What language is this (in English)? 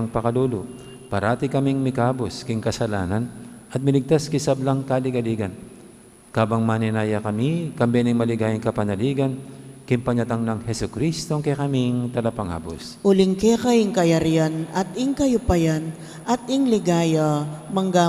Pampanga